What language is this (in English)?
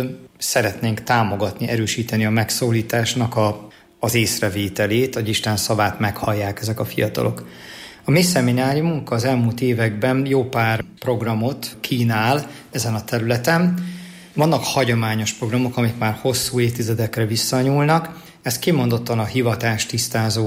Hungarian